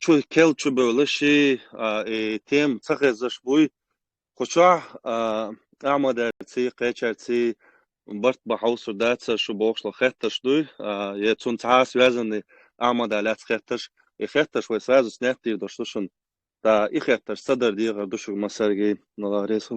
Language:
Chechen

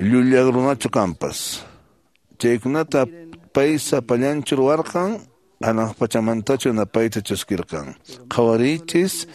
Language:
Quechua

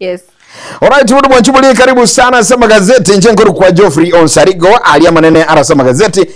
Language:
Gusii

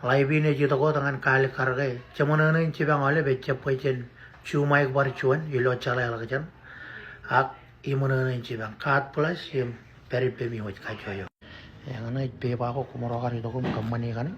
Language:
Marshallese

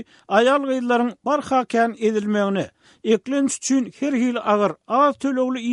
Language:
Turkmen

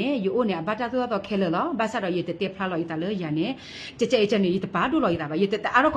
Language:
S'gaw Karen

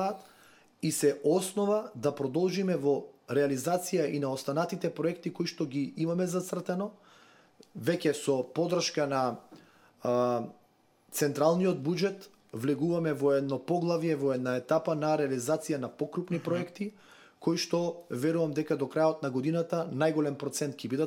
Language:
Macedonian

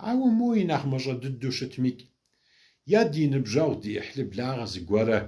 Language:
Kabardian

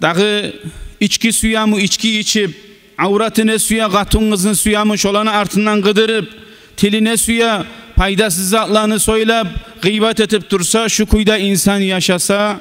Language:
Kumyk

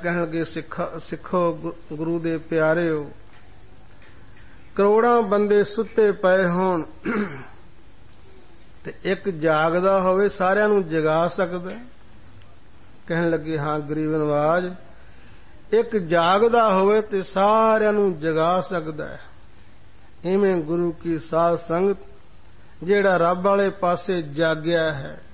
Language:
Punjabi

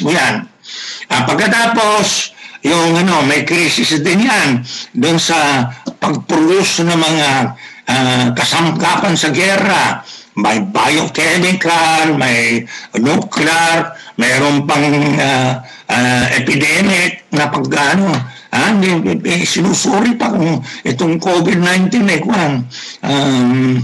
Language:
Filipino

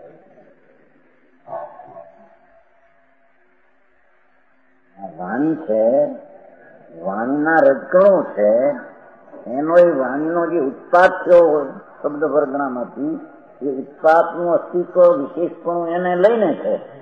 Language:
Gujarati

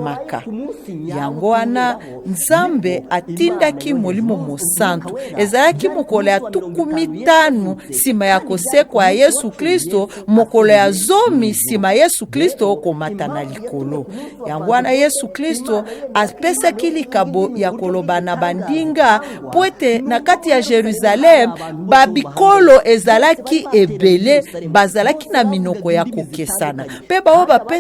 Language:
Lingala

